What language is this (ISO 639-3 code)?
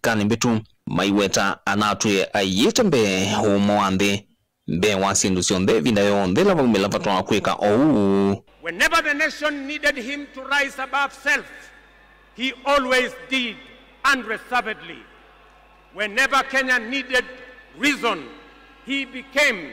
kam